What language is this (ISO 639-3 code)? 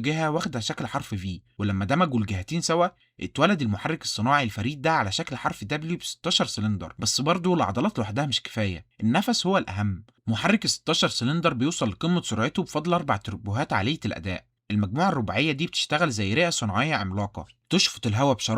arz